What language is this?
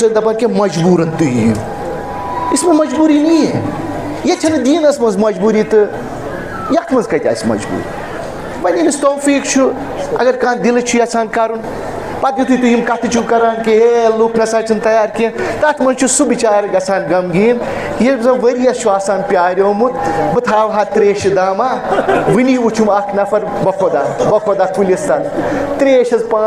Kashmiri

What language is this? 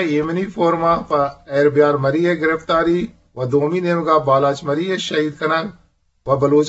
Eastern Balochi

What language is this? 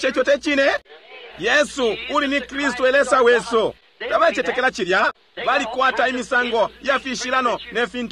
Bemba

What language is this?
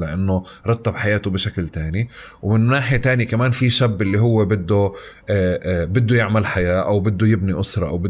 North Levantine Arabic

